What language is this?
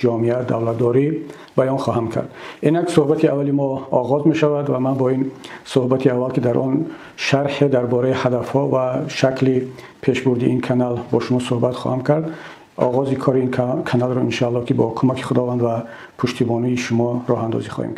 Tajik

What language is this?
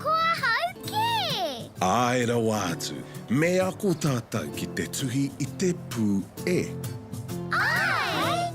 Māori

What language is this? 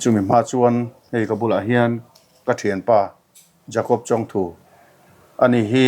Mizo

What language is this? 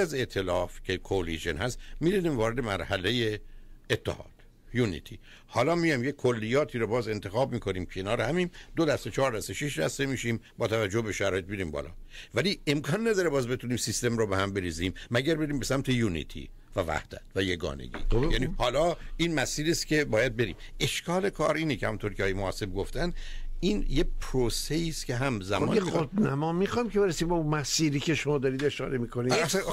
Persian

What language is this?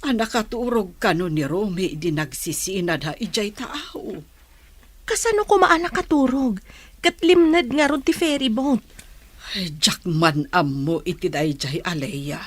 Iloko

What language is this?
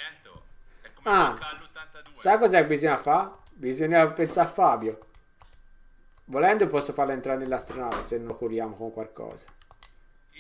Italian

